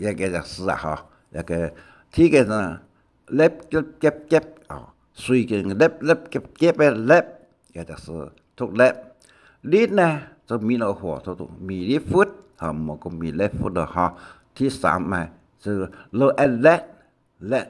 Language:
Hakka Chinese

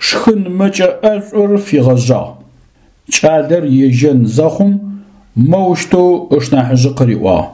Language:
Adyghe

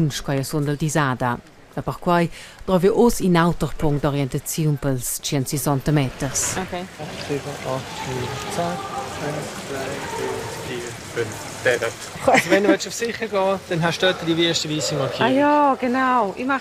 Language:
Romansh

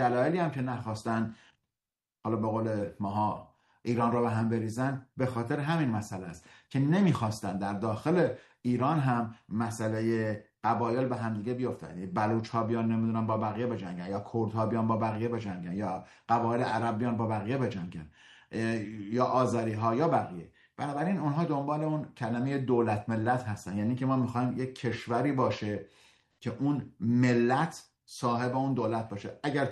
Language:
Persian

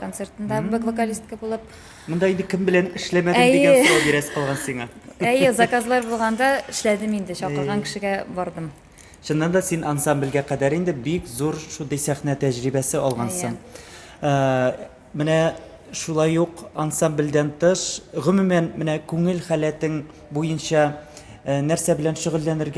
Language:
Tatar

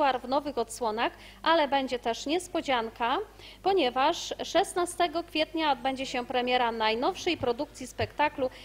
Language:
Polish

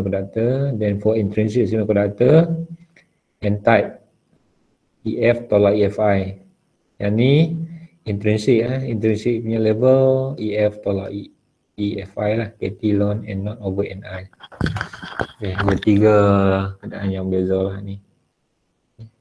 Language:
Malay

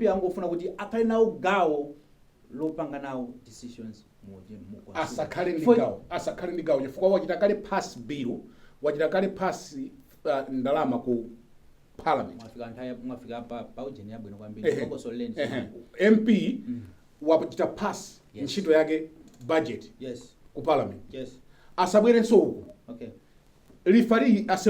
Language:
Nyanja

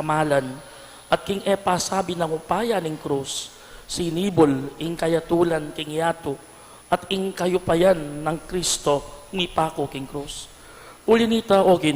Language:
Pampanga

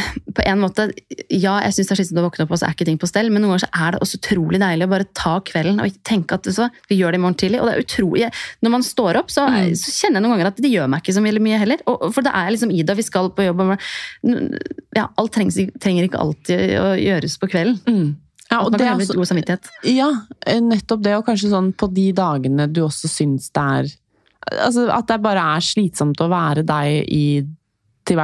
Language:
Norwegian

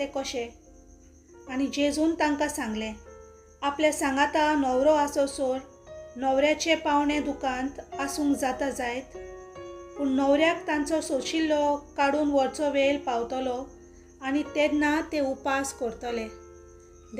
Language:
Konkani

